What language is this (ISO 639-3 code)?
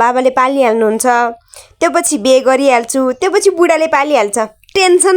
nep